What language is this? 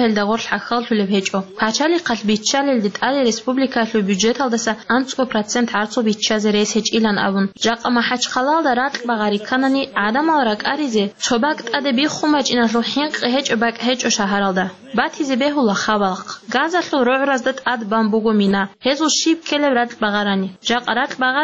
Avaric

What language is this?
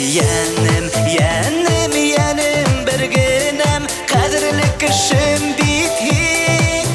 Bashkir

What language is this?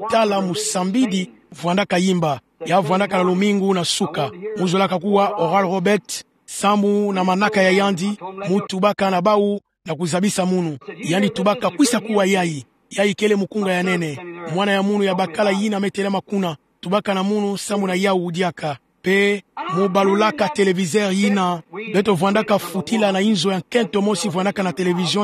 Kituba (Democratic Republic of Congo)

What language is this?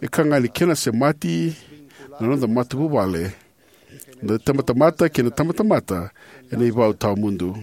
Fijian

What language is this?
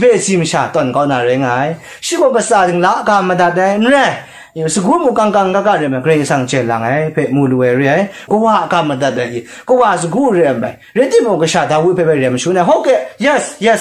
Kachin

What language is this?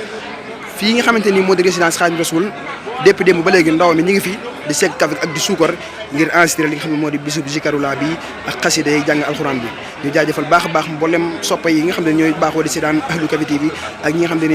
Wolof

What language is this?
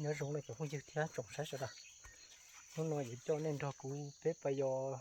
Hmong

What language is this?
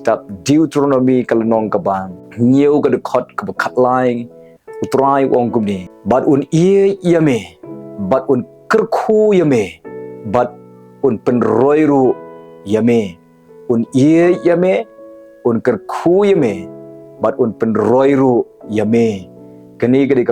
Khasi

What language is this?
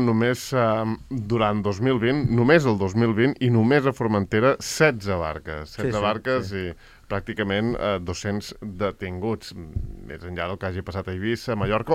Catalan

